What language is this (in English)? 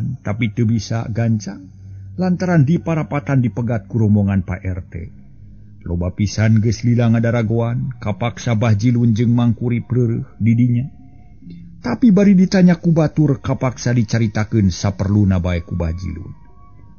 Sundanese